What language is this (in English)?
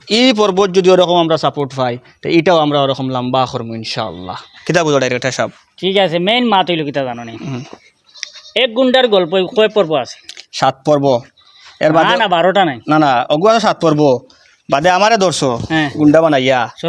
Sylheti